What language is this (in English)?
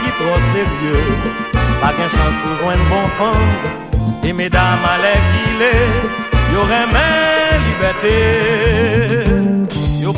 French